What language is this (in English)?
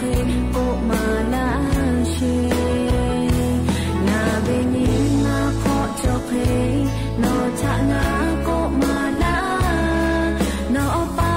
Lahu